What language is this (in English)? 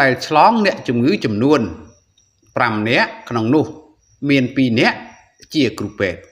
Khmer